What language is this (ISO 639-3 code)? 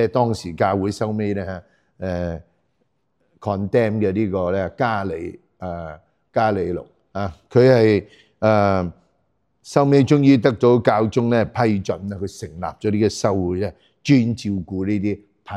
yue